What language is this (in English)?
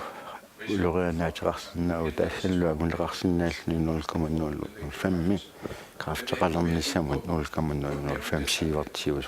Kalaallisut